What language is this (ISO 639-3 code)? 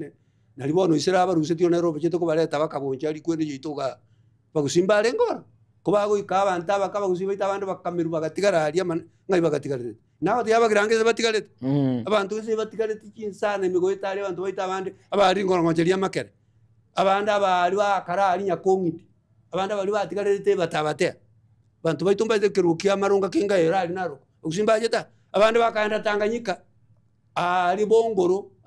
guz